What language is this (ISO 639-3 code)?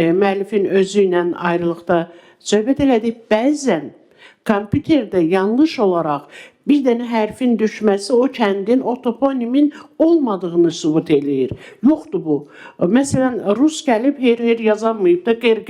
aze